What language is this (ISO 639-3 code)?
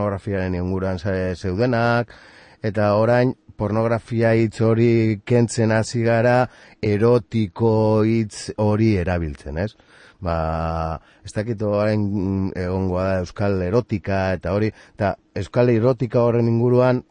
eus